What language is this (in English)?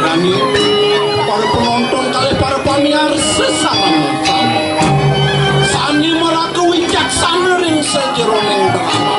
Balinese